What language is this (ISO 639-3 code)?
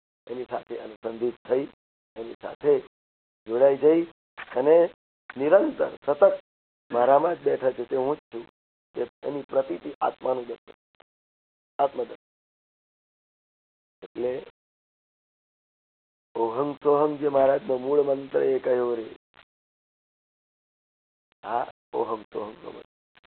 guj